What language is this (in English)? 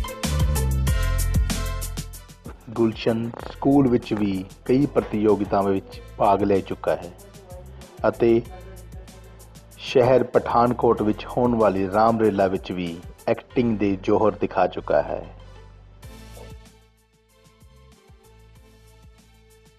Punjabi